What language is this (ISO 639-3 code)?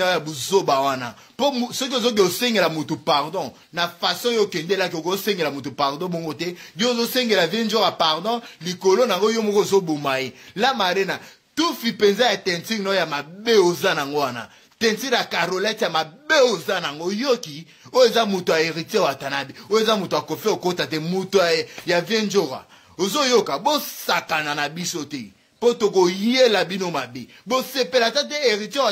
lin